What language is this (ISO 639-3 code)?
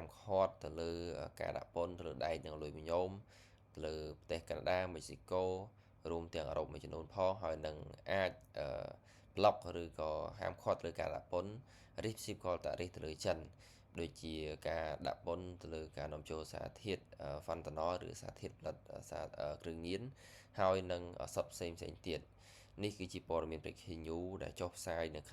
khm